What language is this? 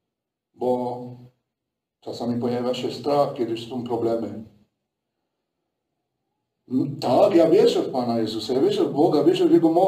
Polish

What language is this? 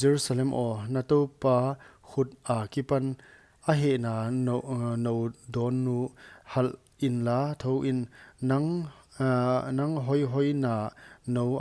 Paite Chin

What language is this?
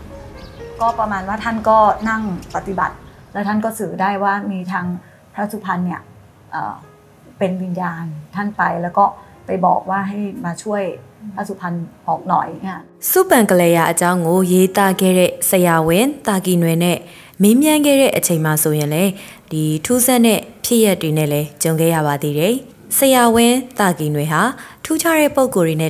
Burmese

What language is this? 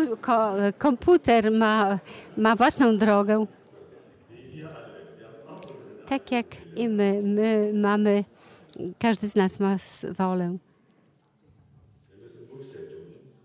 Polish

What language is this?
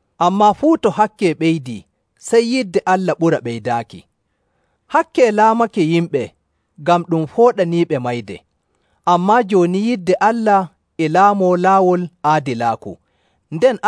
Nigerian Fulfulde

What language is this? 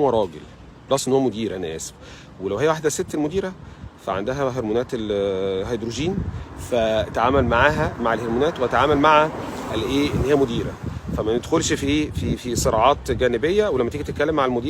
Egyptian Arabic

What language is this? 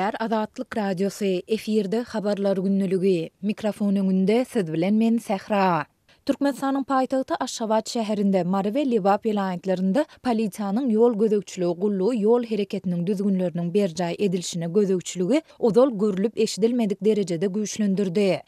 Turkmen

